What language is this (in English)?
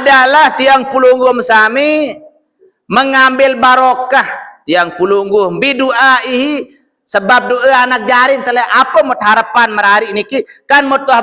Sasak